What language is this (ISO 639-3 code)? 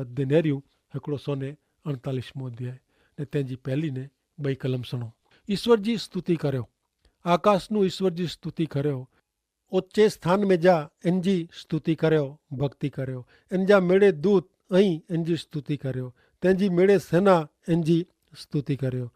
kfr